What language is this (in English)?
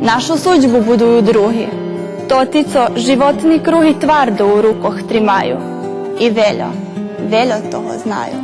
Rusyn